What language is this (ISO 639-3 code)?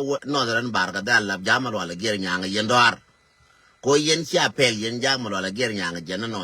nus